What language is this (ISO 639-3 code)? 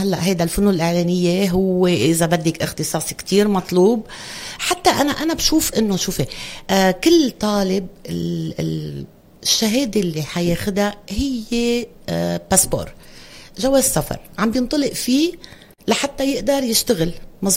apc